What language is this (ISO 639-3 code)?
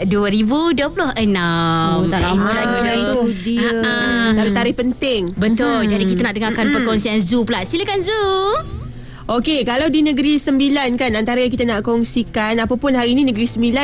msa